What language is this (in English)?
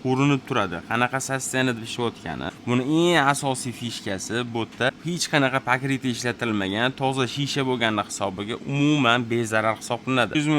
Uzbek